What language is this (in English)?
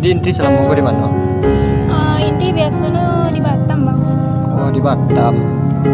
Minangkabau